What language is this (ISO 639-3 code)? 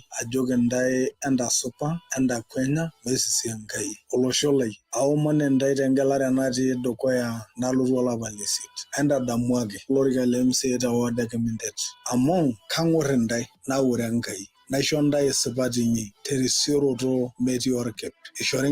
mas